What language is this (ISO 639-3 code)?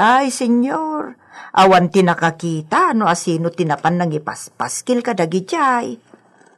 ilo